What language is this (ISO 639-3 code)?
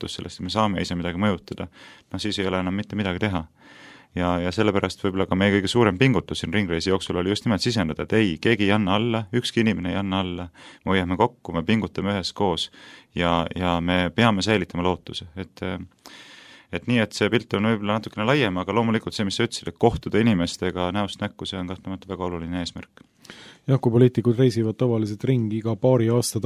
est